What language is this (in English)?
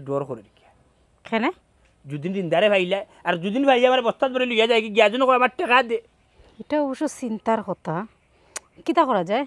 Sylheti